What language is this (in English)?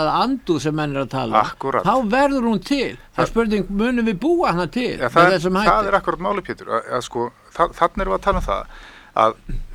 Icelandic